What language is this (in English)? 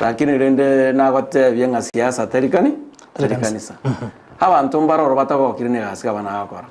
Gusii